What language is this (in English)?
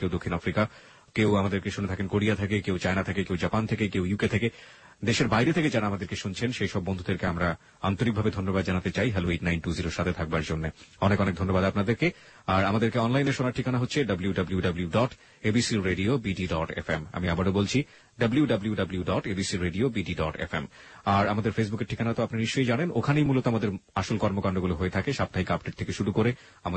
Bangla